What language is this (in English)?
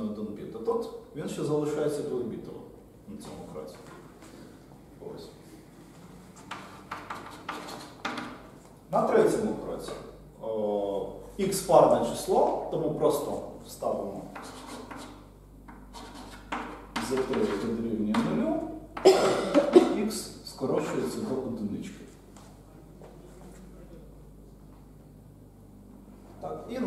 Ukrainian